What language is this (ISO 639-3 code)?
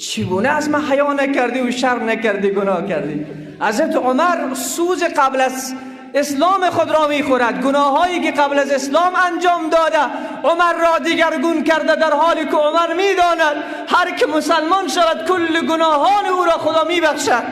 fas